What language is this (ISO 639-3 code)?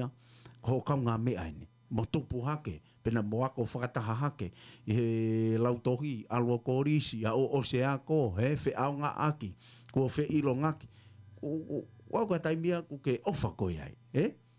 ton